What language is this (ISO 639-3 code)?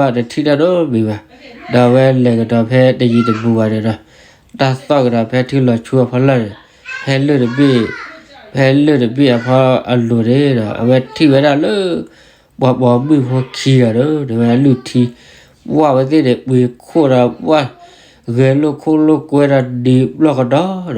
ksw